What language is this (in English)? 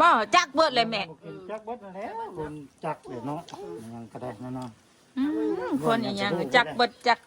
Northeastern Thai